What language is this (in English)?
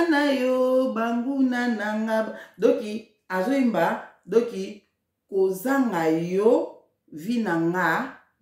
Lingala